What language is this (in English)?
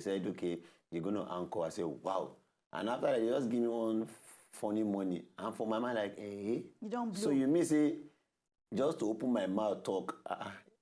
Nigerian Pidgin